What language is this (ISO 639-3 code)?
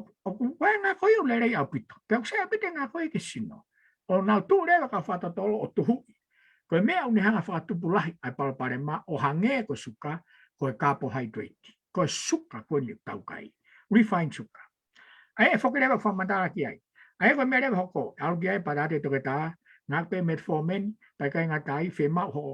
ton